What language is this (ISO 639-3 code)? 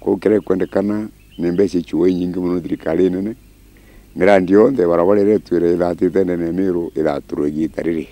mer